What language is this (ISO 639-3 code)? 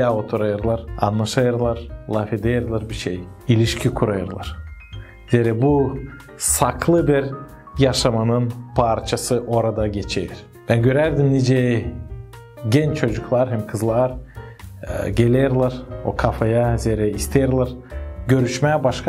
gag